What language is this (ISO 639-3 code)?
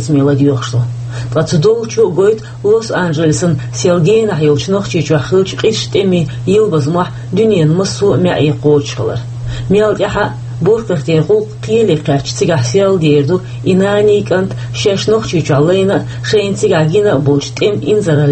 che